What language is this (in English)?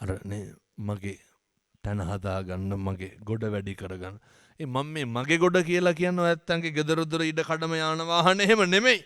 Sinhala